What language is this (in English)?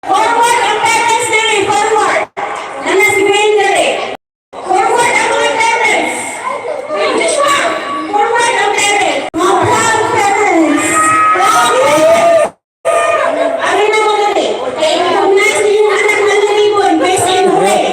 Cebuano